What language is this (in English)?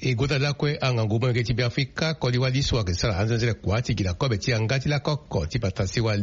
Sango